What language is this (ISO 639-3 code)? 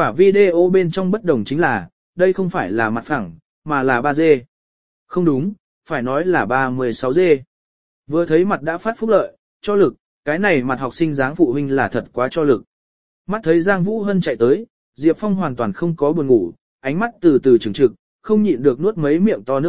vie